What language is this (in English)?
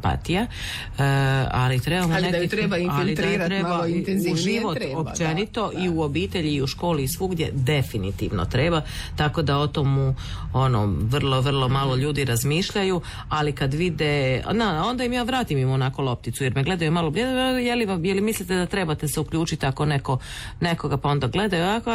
Croatian